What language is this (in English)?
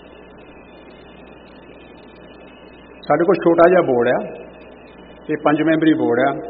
Punjabi